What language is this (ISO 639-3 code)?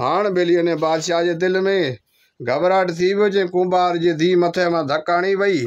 snd